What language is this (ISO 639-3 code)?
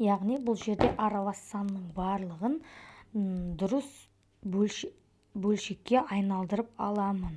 kaz